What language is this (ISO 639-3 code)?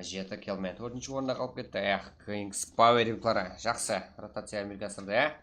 kaa